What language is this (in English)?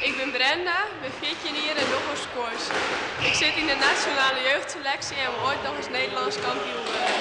Western Frisian